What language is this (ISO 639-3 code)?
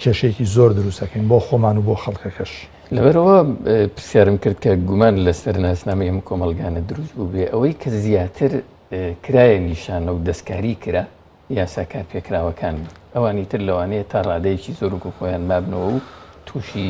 ckb